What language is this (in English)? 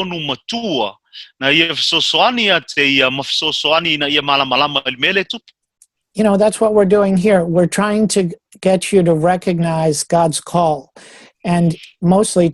Samoan